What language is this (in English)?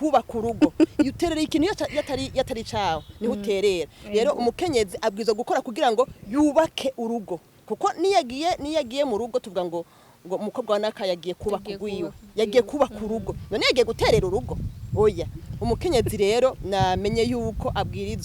Rundi